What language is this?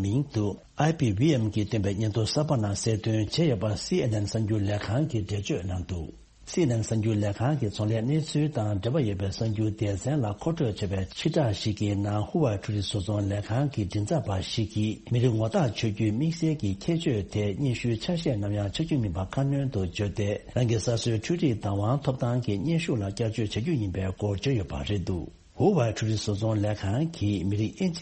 Tibetan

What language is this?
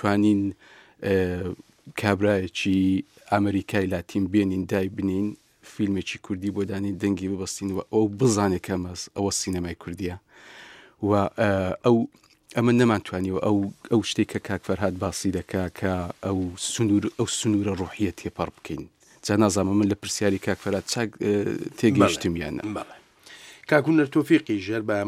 Central Kurdish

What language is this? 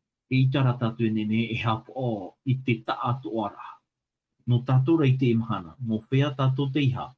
Tahitian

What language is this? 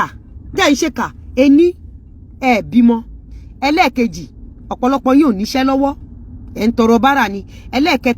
Yoruba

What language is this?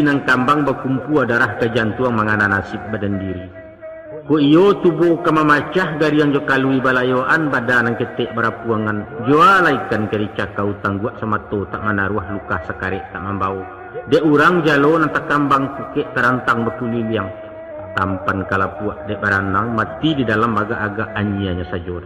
Minangkabau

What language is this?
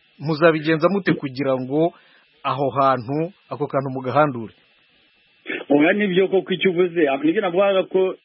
Kinyarwanda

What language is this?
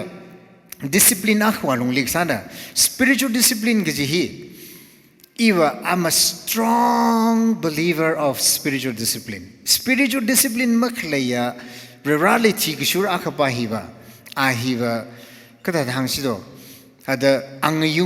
Tangkhul Naga (India)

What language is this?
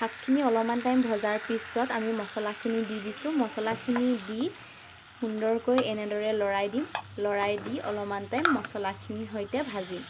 Assamese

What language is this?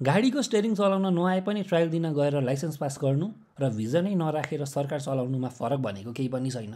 Nepali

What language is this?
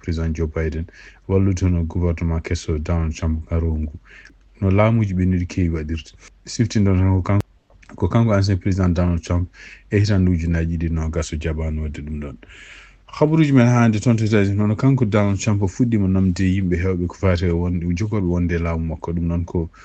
Fula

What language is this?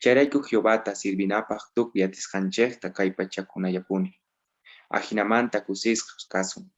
South Bolivian Quechua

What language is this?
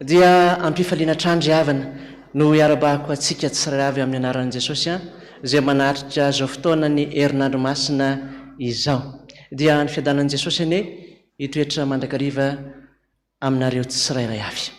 Malagasy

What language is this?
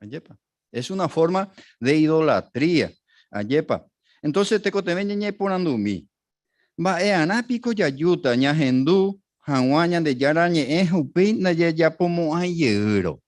Guarani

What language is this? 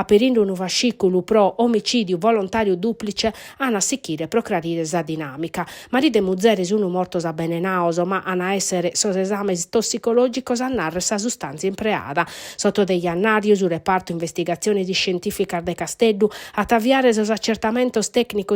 Sardinian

